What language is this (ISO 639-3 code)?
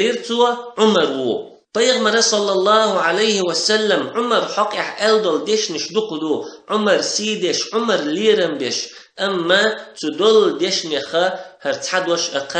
che